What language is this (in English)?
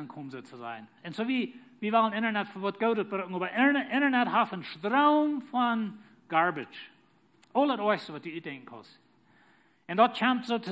Plautdietsch